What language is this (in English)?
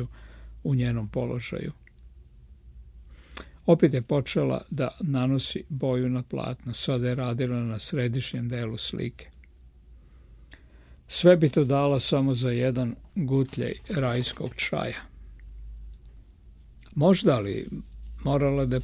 Serbian